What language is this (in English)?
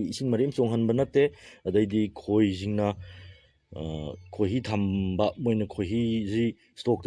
Manipuri